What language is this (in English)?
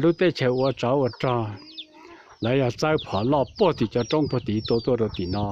Hmong